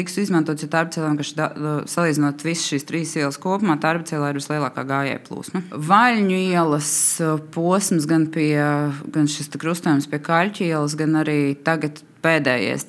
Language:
Latvian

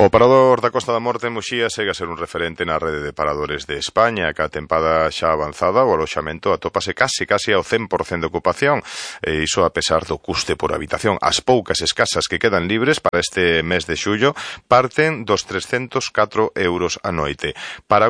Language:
Galician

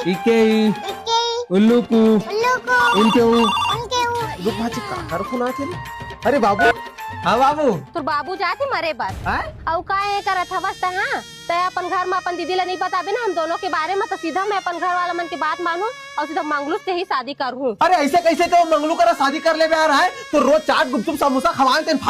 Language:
Chhattisgarhi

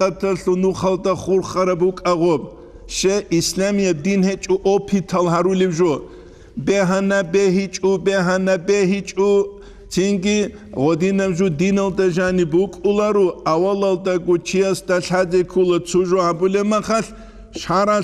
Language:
Avaric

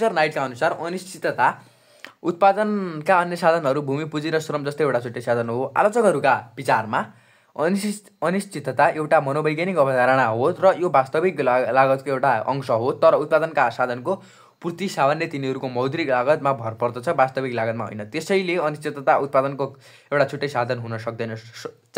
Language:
Nepali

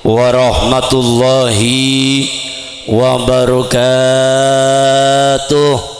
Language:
Madurese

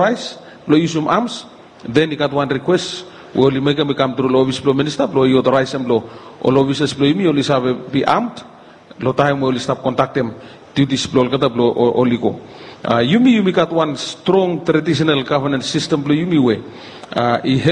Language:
Bislama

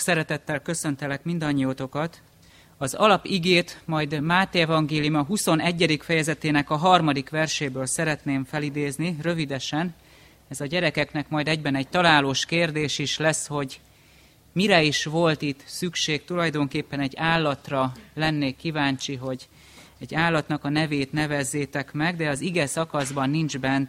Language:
Hungarian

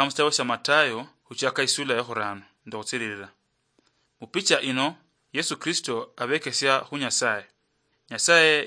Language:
Luyia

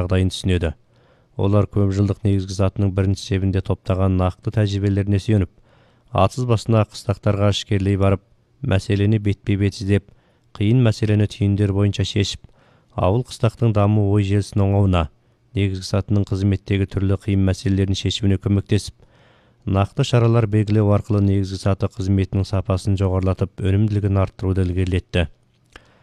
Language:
Kazakh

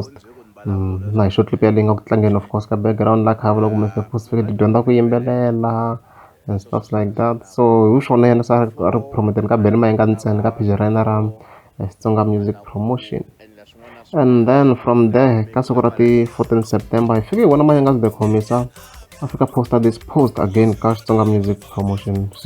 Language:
Tsonga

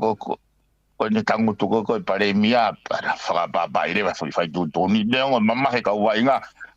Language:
Tongan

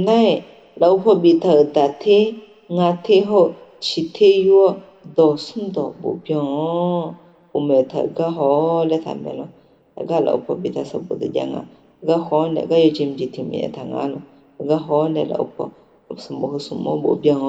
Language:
Akha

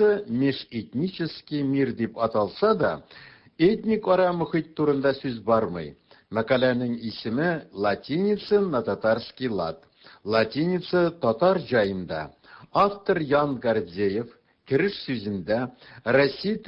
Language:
Tatar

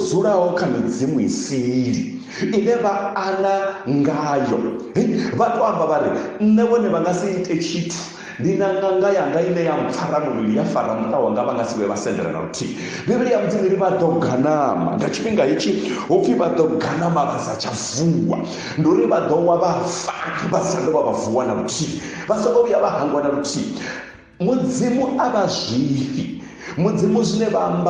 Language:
Venda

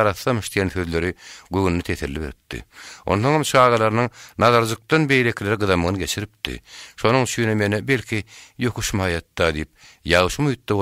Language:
Turkmen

